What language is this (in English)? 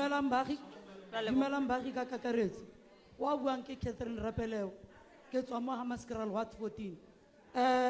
Tswana